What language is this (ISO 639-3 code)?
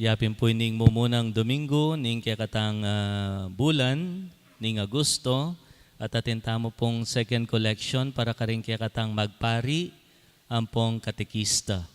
pam